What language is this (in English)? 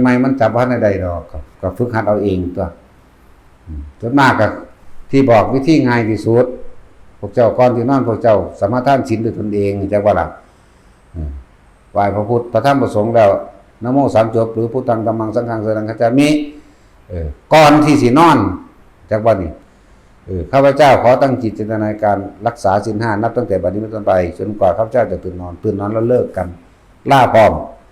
Northeastern Thai